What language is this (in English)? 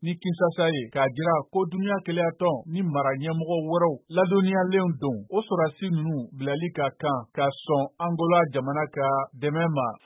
Bambara